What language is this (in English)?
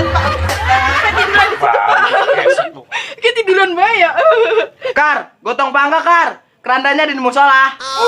Betawi